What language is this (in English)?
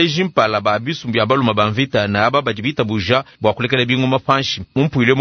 Luba-Lulua